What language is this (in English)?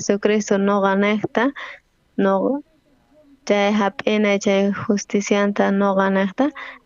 South Bolivian Quechua